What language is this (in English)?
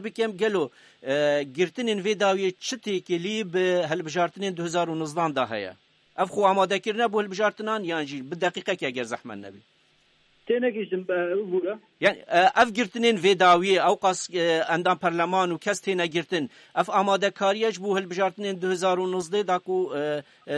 Kurdish